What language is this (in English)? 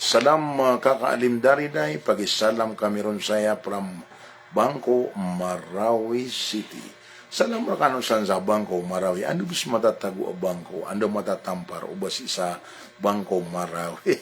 Maranao